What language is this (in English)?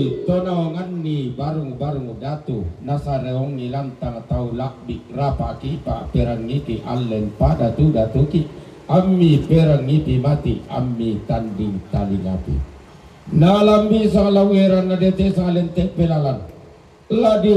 Toraja-Sa'dan